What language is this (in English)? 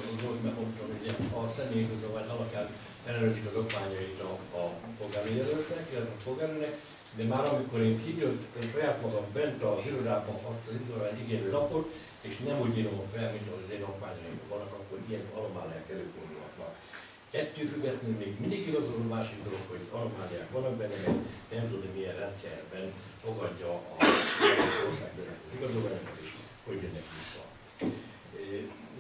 Hungarian